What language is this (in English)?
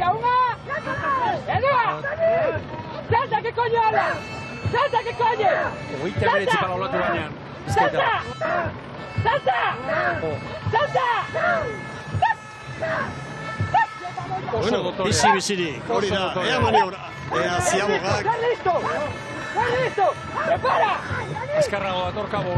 Basque